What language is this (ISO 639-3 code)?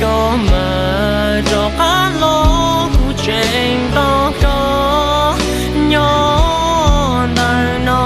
hmn